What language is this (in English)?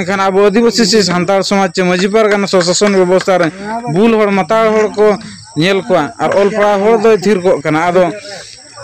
Santali